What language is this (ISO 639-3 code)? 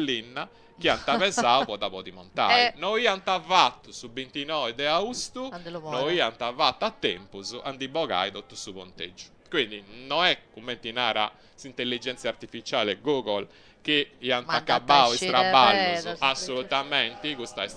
srd